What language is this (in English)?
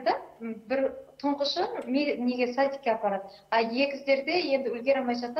Kazakh